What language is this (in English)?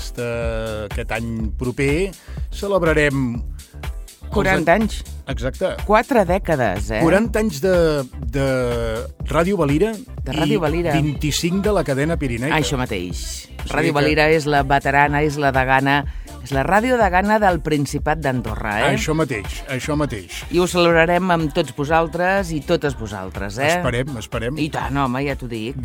Catalan